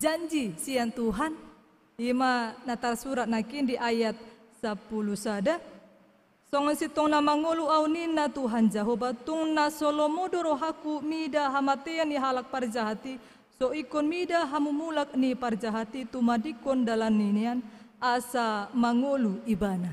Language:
Batak Toba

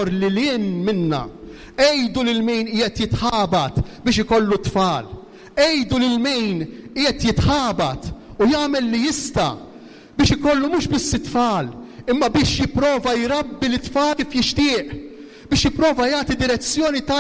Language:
Maltese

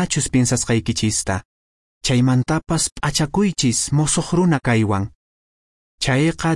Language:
Quechua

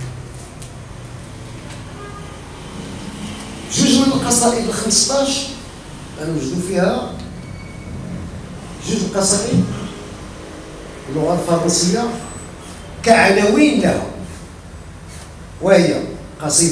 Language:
Moroccan Arabic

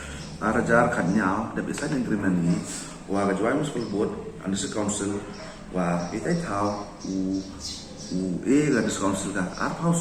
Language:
Pnar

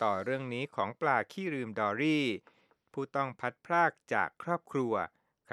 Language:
Thai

